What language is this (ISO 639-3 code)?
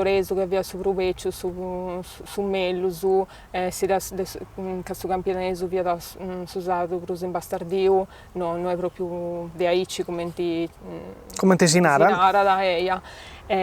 srd